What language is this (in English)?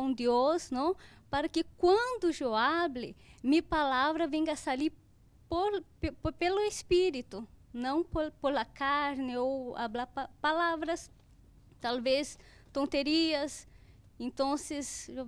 Portuguese